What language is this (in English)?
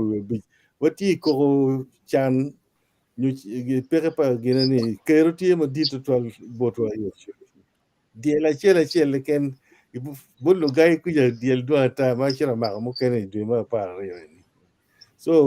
Acoli